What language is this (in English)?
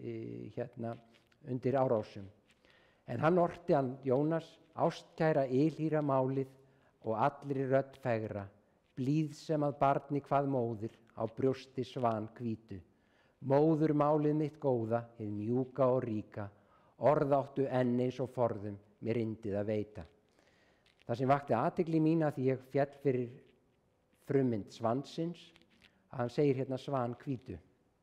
Icelandic